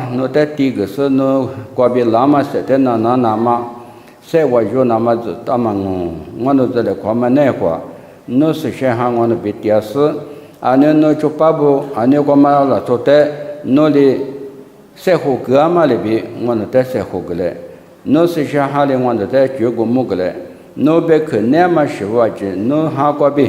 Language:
Lisu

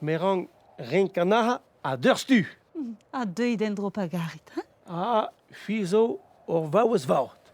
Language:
Breton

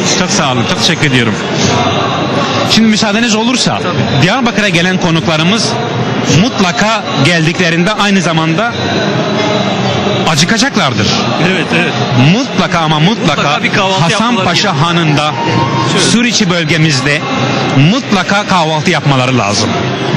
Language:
Turkish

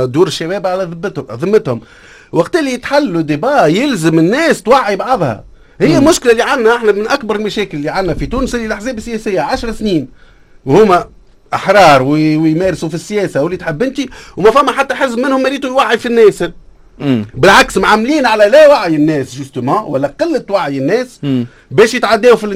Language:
Tunisian Arabic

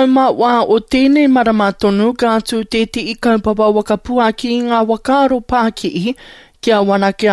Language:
Māori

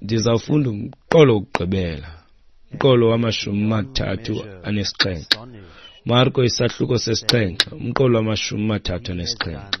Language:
Xhosa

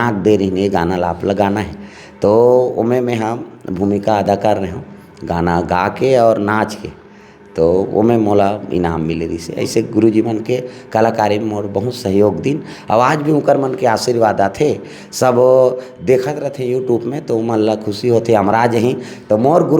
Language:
Chhattisgarhi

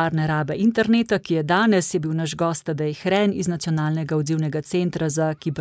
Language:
Slovenian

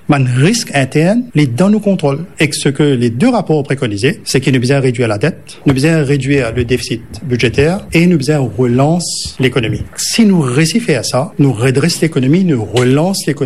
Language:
Morisyen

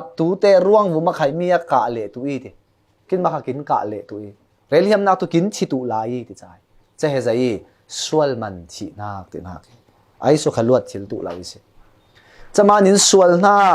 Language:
Falam Chin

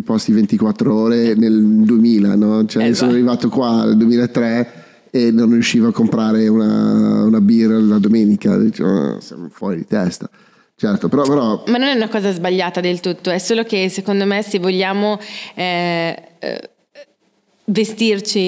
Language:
Italian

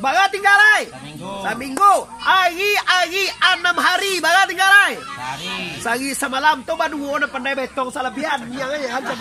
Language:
Minangkabau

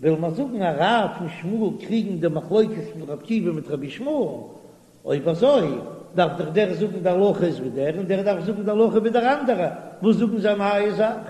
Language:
Yiddish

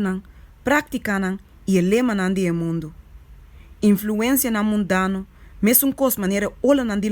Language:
Papiamento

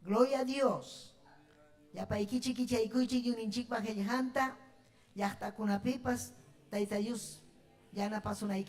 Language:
Ayacucho Quechua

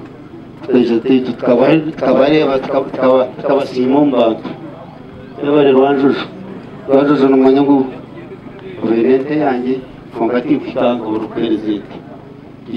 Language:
Kinyarwanda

